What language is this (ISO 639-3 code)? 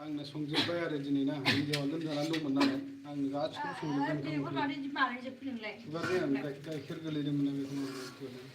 brx